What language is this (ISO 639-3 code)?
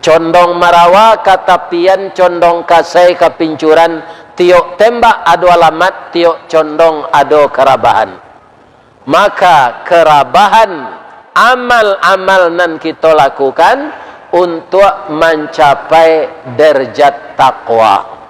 min